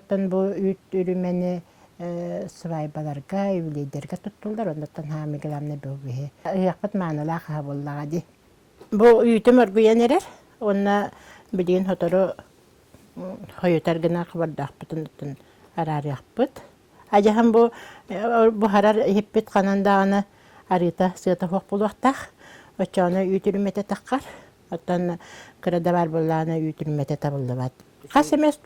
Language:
Yakut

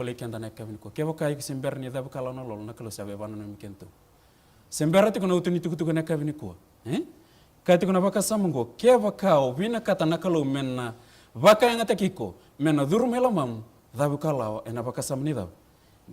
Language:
Fijian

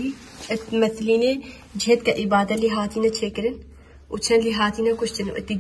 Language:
Kurdish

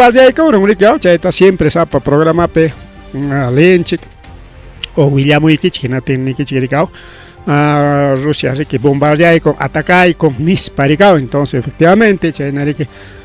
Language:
Ayacucho Quechua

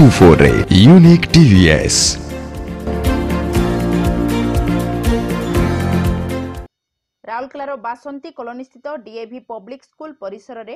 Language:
Odia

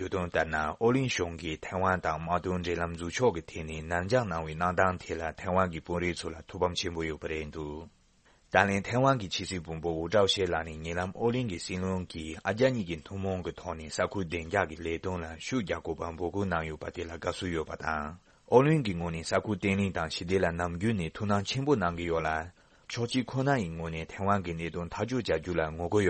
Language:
Tibetan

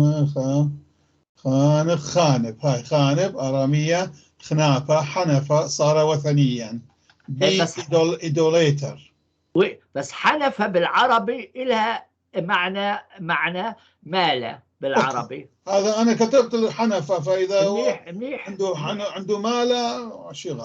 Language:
North Levantine Arabic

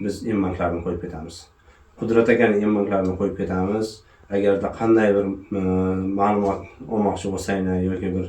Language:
Uzbek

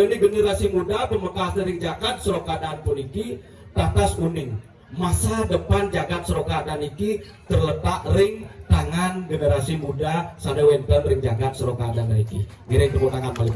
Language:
Balinese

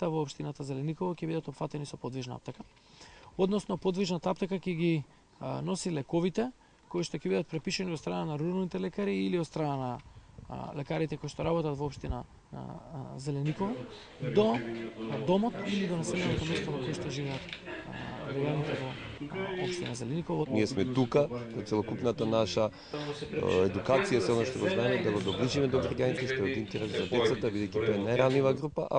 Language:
Macedonian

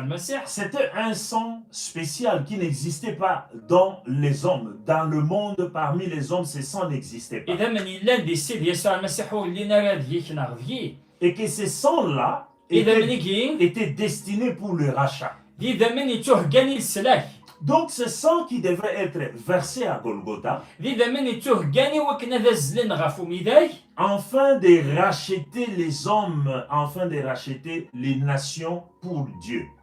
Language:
Kabyle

